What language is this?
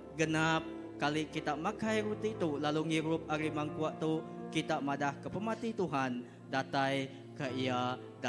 Iban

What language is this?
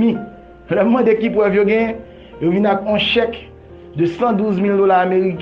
Haitian Creole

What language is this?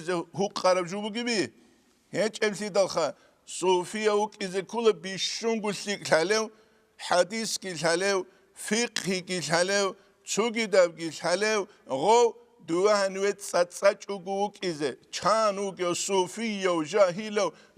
Avaric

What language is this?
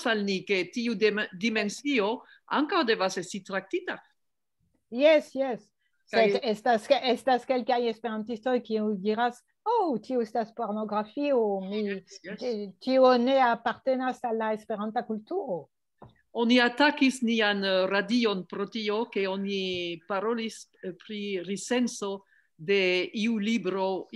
Esperanto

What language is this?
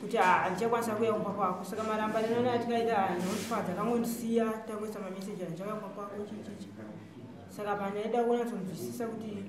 Shona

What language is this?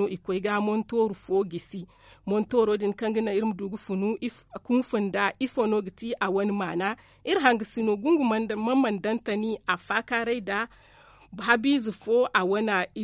Zarma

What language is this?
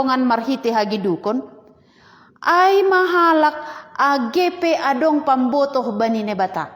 Batak Simalungun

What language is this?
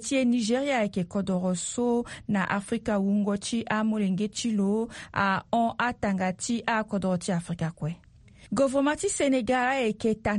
Sango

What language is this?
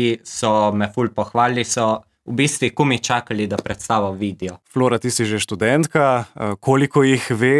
Slovenian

